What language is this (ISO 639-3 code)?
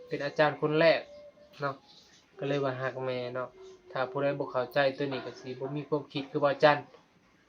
tts